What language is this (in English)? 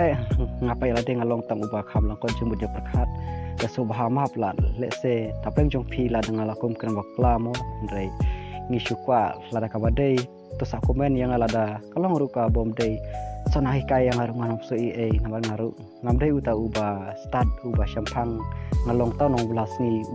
Khasi